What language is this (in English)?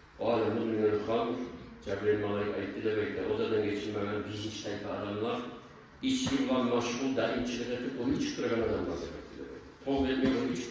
Kumyk